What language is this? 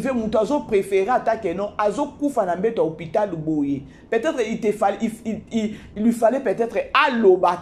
Lingala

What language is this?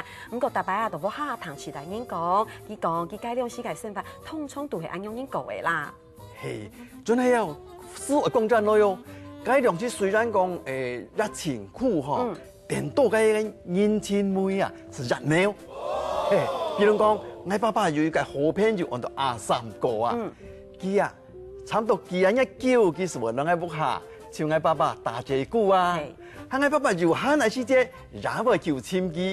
Hakka Chinese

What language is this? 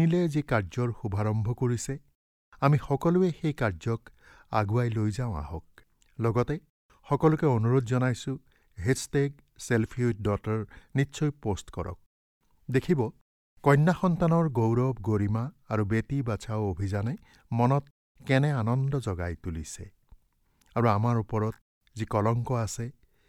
Assamese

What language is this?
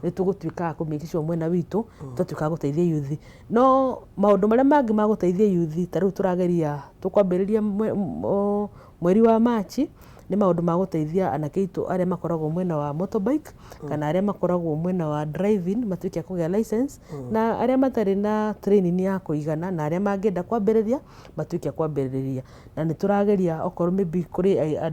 Kikuyu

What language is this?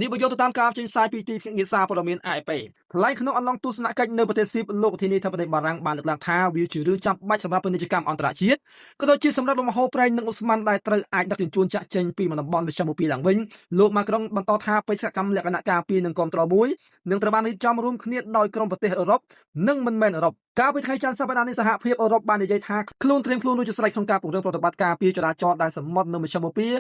Khmer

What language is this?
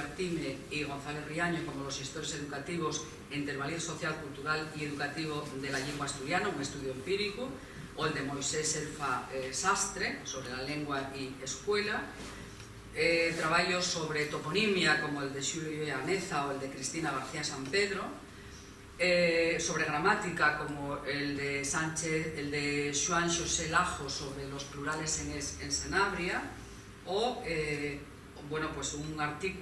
Asturian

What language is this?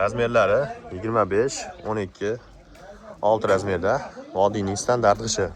Uzbek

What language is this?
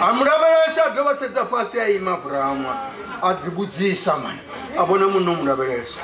Venda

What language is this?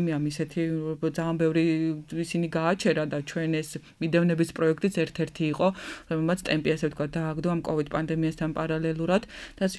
Georgian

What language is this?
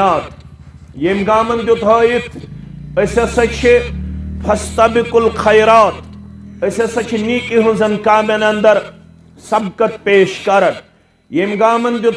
Kashmiri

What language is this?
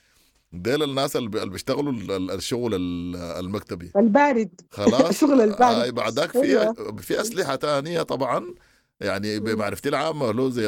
Sudanese Arabic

